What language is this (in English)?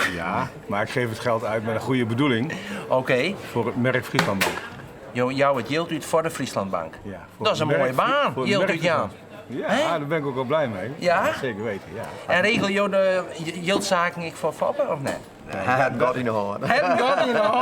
Western Frisian